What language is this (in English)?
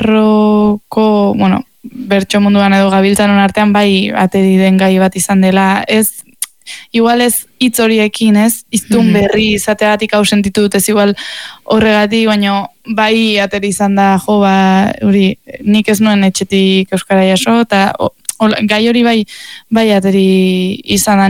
Basque